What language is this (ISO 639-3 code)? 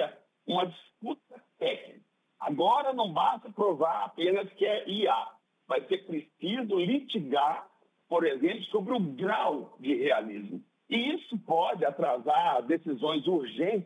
por